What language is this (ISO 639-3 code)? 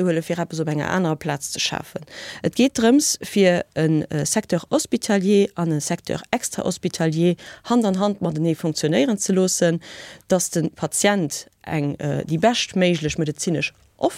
ltz